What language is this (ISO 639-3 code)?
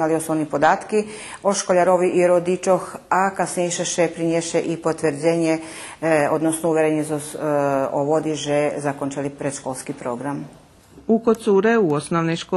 rue